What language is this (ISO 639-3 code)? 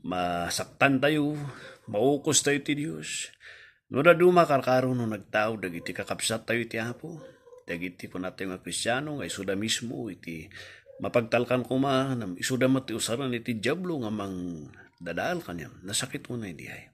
ilo